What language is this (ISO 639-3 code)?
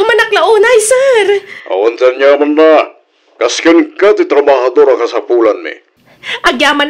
ilo